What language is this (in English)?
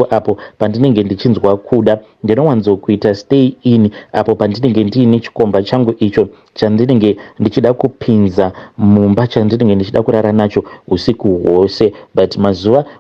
Shona